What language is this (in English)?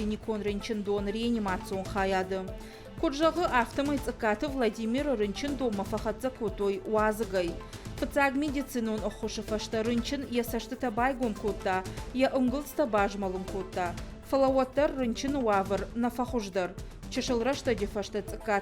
Ossetic